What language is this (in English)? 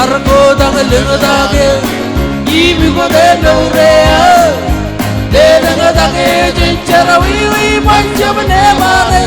Marshallese